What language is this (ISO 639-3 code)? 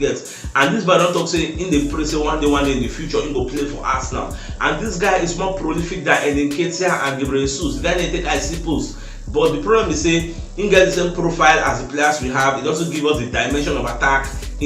pcm